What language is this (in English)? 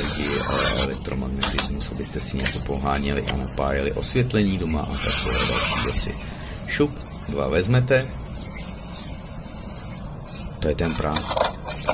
Czech